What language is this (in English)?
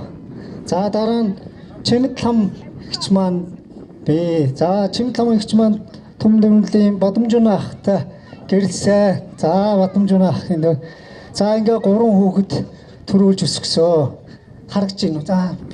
Mongolian